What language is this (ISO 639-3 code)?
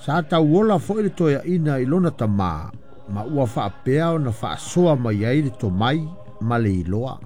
smo